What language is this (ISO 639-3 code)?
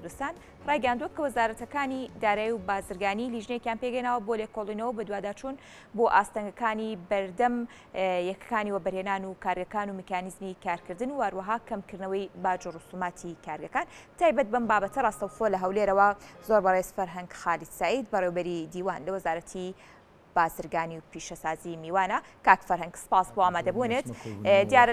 ckb